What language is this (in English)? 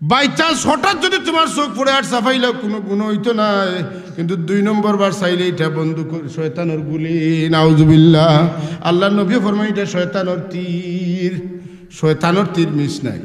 Sylheti